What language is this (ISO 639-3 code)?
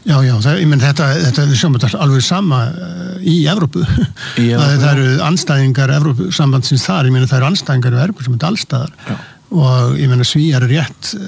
isl